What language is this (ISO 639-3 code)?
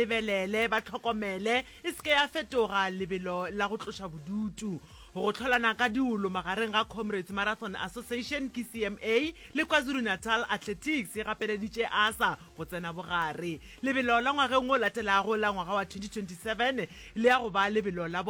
nso